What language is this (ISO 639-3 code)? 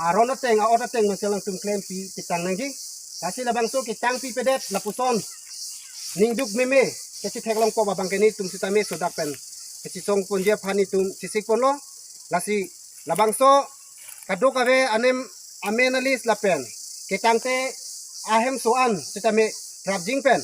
mjw